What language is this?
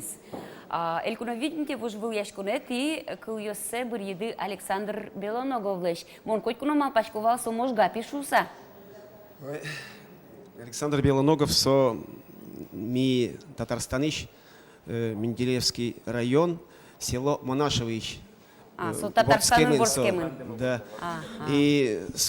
Udmurt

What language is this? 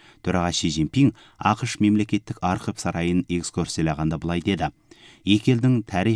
Kazakh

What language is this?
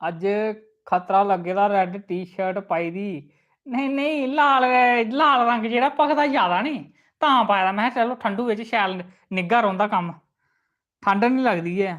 Dogri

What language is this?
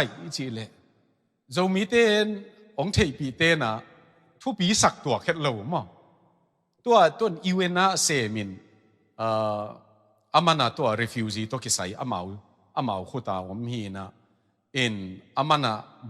Tedim Chin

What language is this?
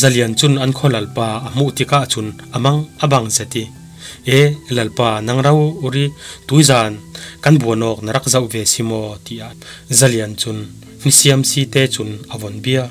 Falam Chin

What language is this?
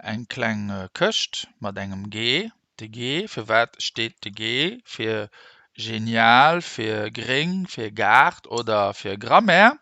Luxembourgish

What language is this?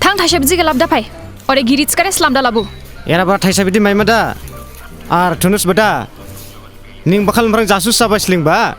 Dimasa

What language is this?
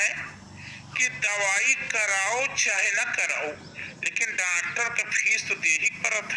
Awadhi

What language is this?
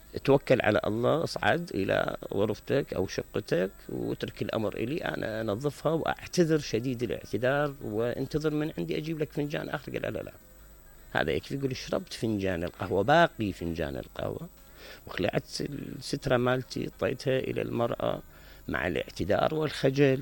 Mesopotamian Arabic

